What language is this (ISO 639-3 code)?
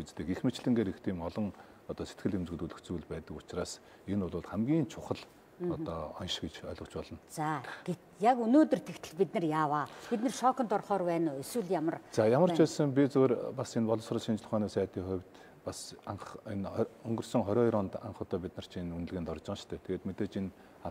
mon